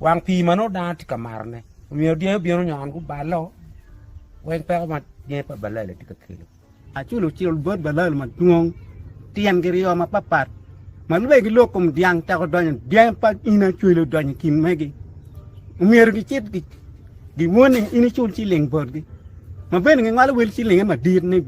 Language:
Acoli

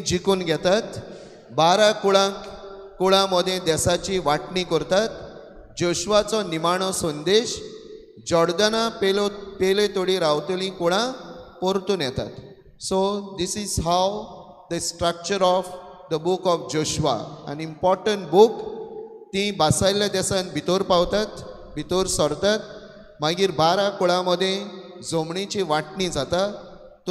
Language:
Konkani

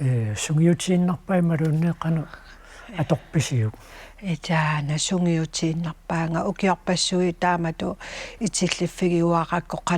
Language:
Kalaallisut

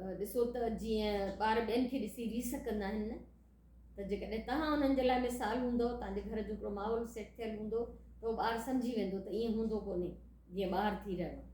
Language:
Sindhi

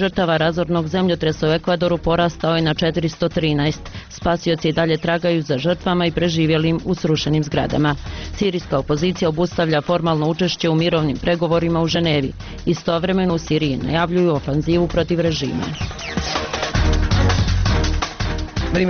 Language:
Bosnian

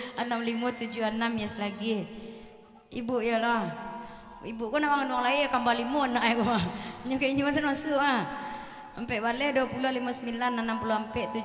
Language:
Minangkabau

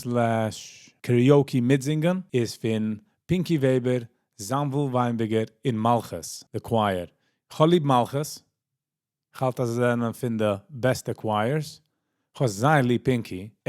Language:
Yiddish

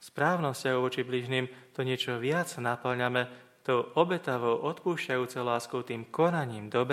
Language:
Slovak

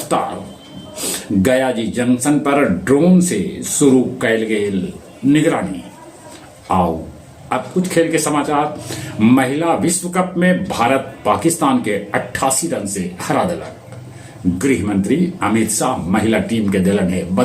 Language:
Magahi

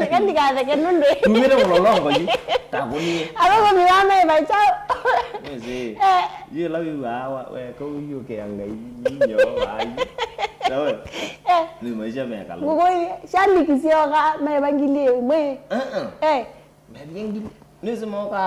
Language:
Kamba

